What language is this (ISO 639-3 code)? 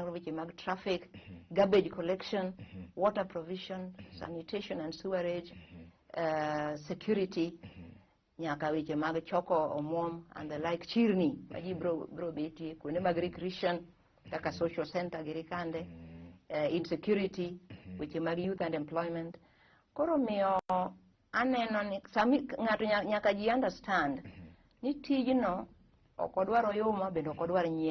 luo